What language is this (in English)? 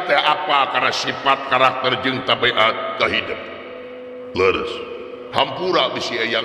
Sundanese